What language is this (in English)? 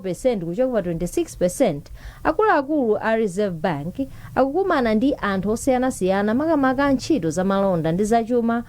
Nyanja